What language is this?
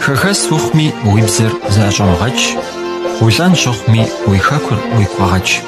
Kabardian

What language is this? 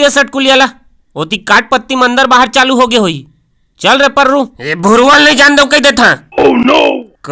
Chhattisgarhi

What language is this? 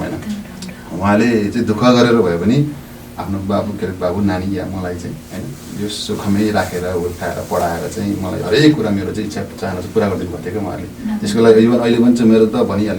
Nepali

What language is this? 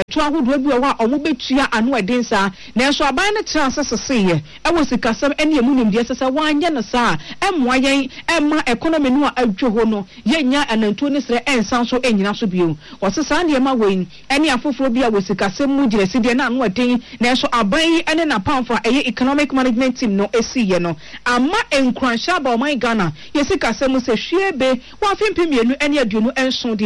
Akan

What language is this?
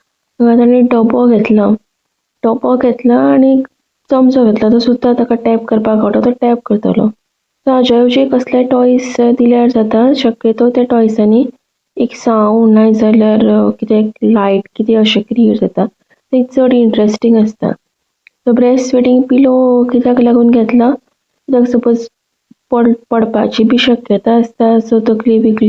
Konkani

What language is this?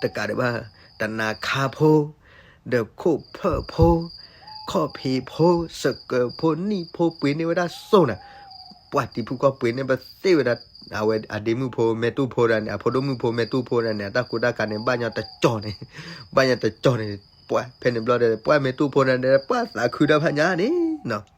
S'gaw Karen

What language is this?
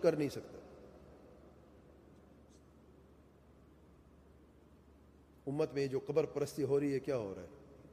Urdu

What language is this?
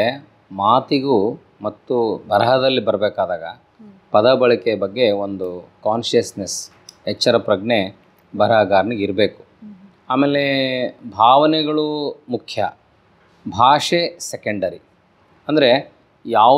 Kannada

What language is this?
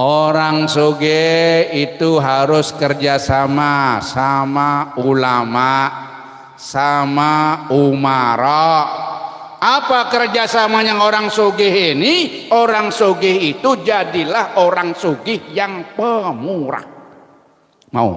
Banjar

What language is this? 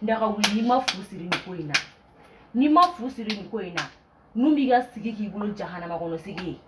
Bambara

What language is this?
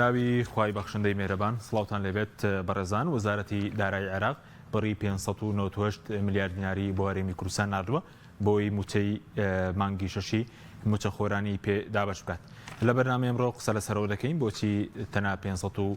Central Kurdish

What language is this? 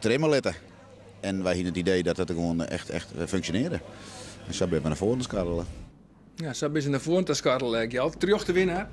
Western Frisian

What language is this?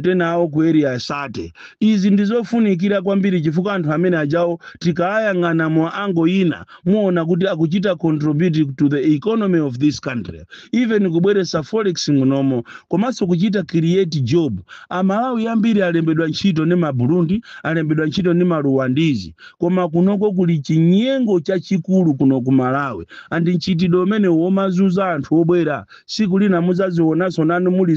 Nyanja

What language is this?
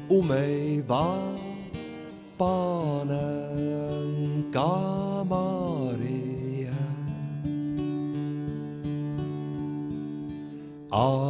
Czech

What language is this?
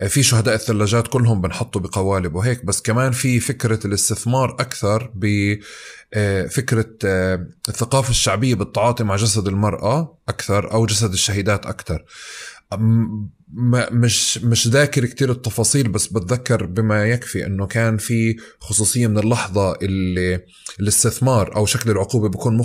North Levantine Arabic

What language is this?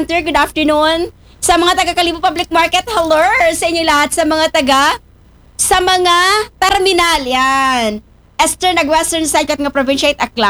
Aklanon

